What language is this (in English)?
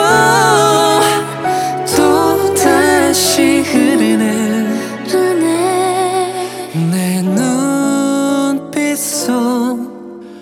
Korean